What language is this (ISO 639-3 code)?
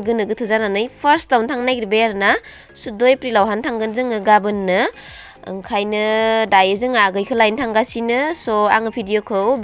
brx